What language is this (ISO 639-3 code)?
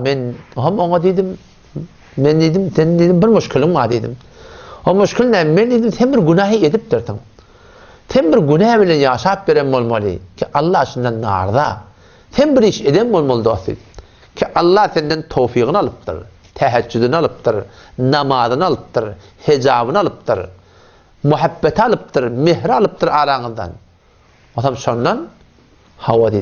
tuk